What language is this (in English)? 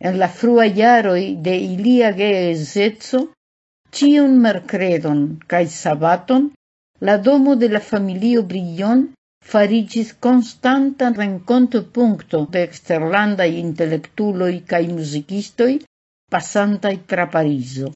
Esperanto